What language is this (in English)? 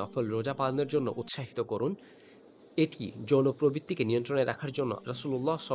Bangla